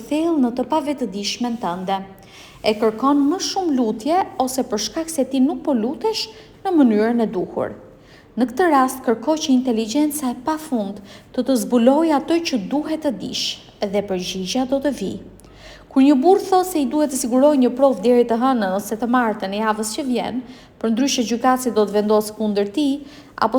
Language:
Albanian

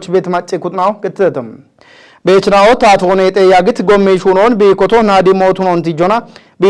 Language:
Kafa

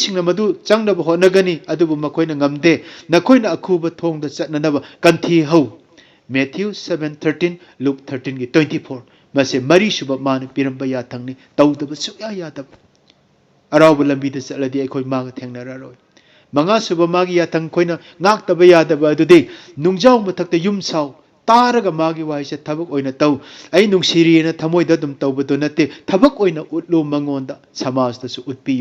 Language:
Manipuri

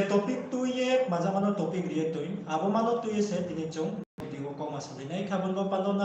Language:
Riang (India)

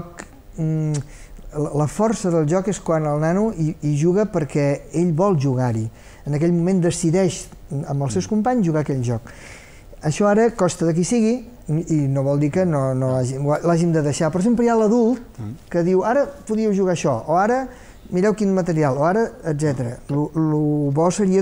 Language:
Catalan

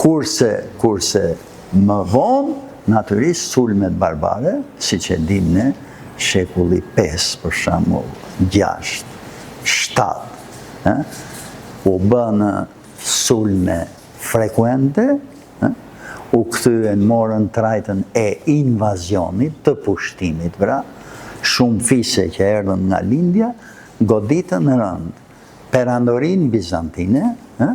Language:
Albanian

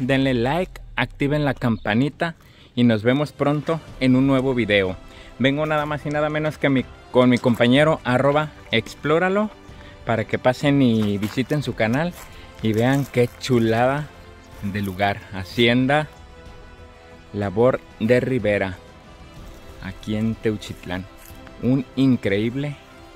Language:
Spanish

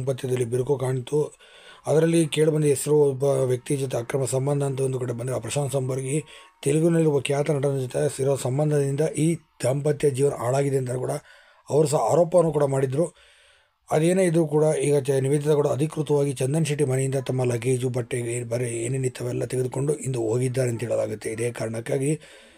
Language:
Kannada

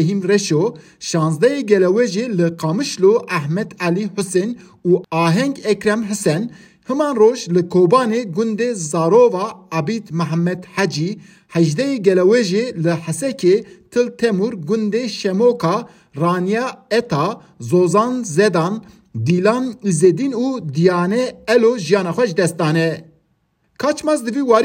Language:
Kurdish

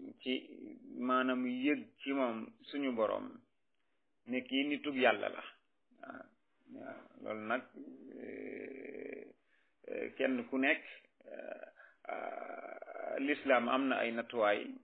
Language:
Wolof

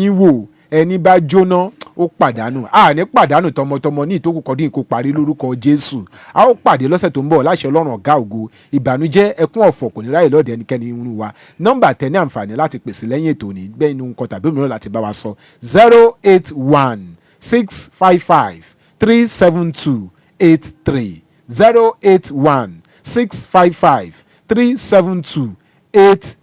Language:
Yoruba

